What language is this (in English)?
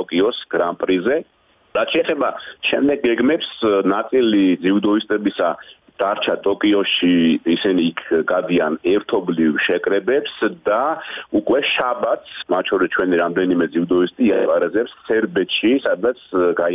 Georgian